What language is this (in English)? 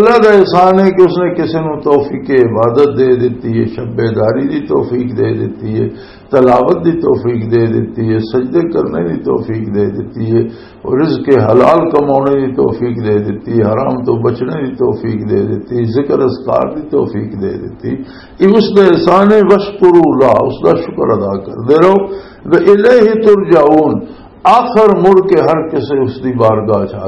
Western Panjabi